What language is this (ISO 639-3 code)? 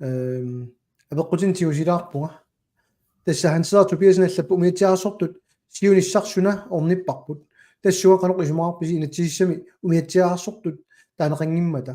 kal